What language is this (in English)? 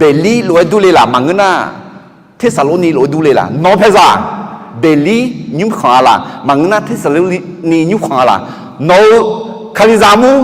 Akha